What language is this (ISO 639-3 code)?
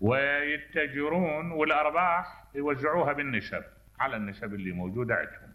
acm